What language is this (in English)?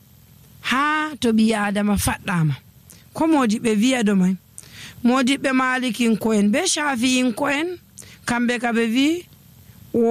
Nigerian Fulfulde